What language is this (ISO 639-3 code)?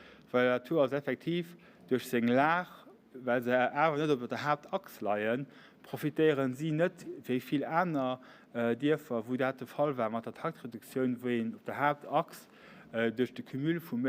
ltz